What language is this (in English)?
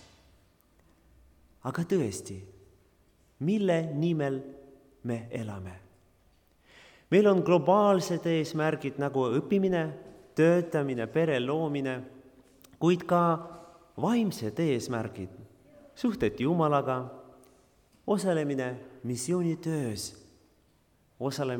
Estonian